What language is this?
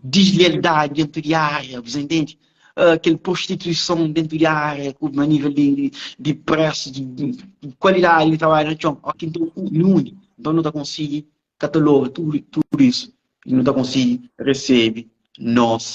Kabuverdianu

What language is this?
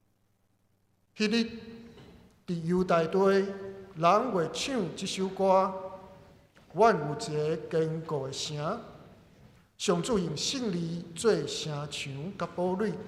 Min Nan Chinese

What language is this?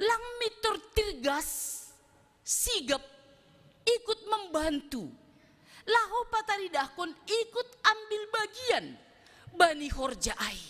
Batak Simalungun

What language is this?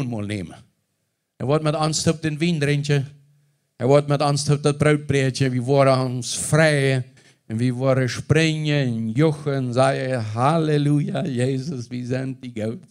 Plautdietsch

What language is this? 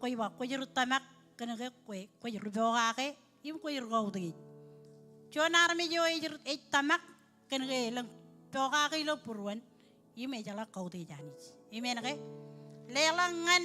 Marshallese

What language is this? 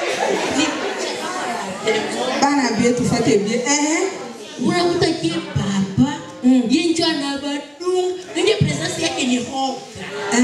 Swahili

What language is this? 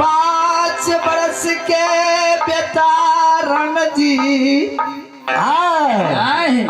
Maithili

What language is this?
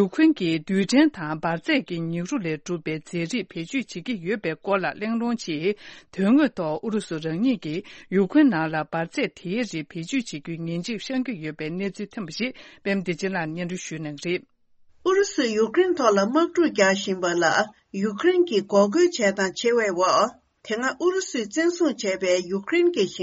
Tibetan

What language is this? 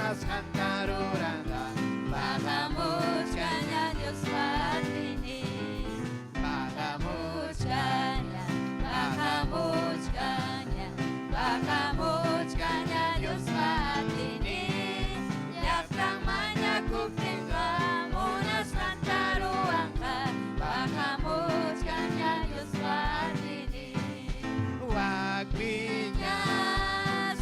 Ayacucho Quechua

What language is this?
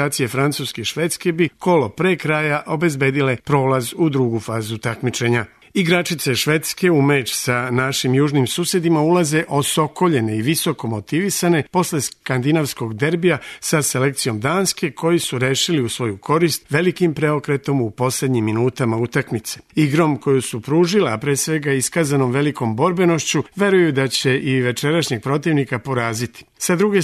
Serbian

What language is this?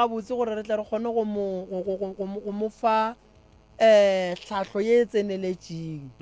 Northern Sotho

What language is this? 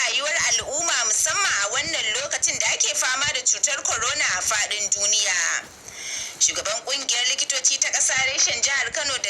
Hausa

